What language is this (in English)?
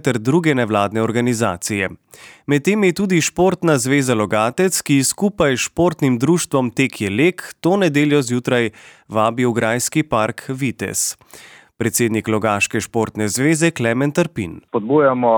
Slovenian